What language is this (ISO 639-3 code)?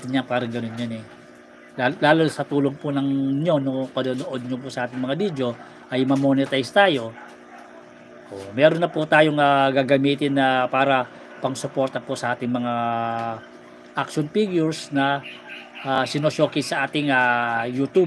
fil